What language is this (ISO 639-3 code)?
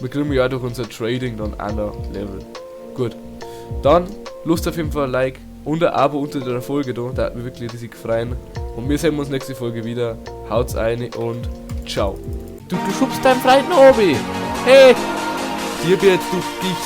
bar